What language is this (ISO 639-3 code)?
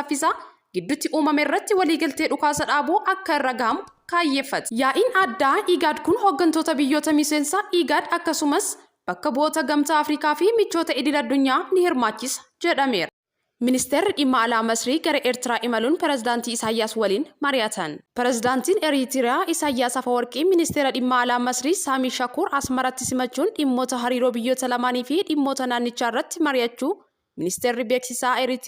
orm